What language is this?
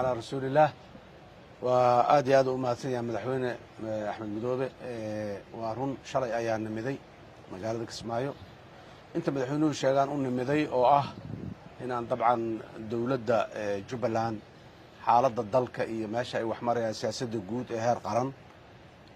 Somali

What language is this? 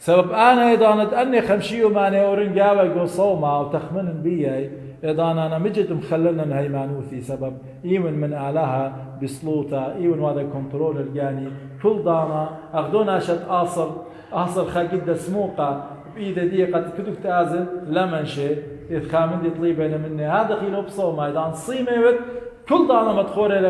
Assyrian Neo-Aramaic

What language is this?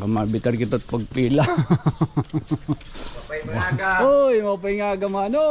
Waray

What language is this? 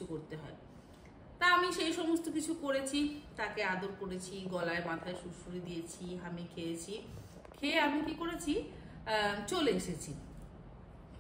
Bangla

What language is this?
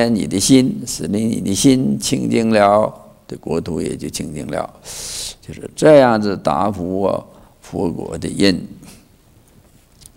Chinese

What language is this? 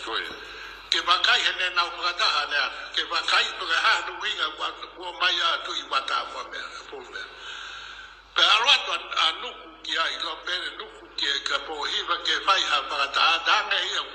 Tongan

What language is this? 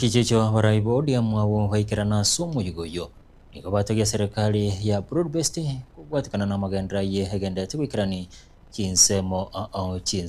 Gusii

